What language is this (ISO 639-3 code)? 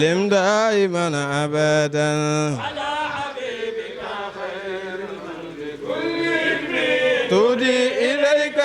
ful